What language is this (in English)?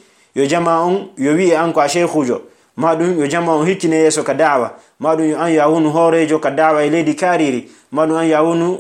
Fula